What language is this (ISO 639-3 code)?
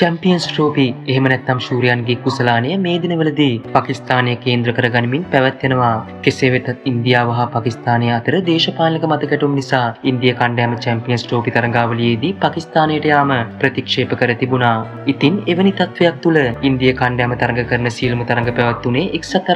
sin